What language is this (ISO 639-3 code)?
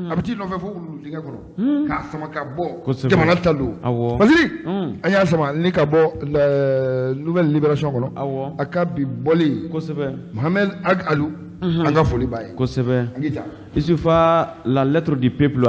bam